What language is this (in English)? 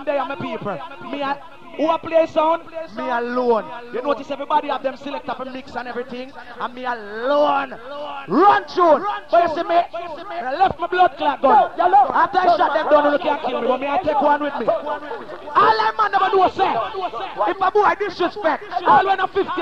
Jamaican Creole English